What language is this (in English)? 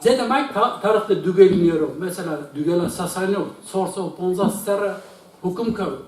Zaza